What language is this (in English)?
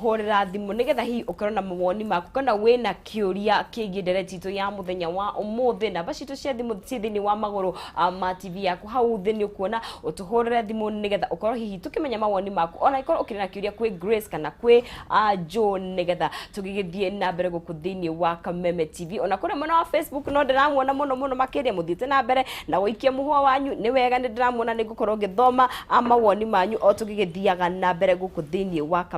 Kikuyu